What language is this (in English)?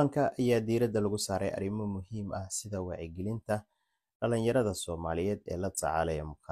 Somali